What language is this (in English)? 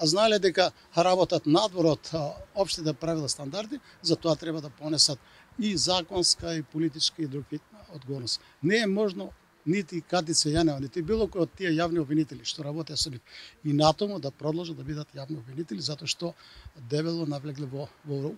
Macedonian